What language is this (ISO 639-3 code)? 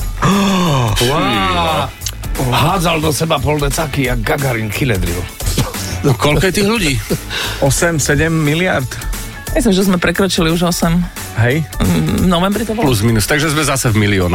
slk